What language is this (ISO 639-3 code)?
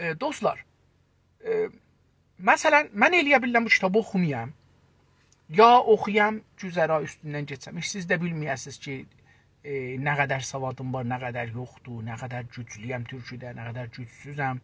azb